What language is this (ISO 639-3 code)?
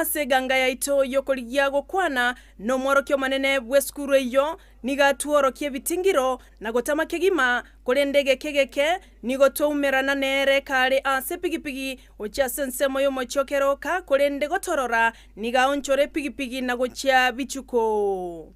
guz